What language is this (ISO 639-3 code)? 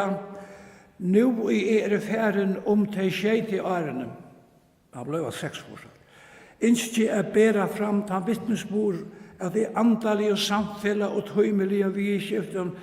fao